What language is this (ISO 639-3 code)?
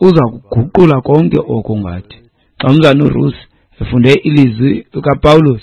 xho